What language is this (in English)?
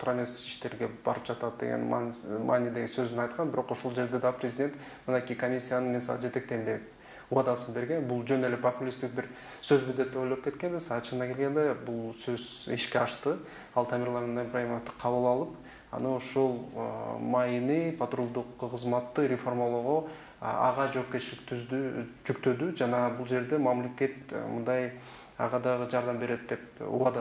Kyrgyz